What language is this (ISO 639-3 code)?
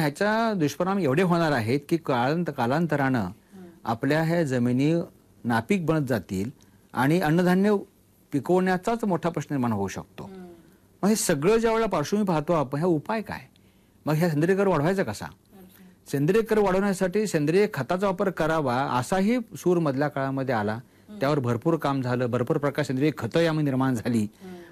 mar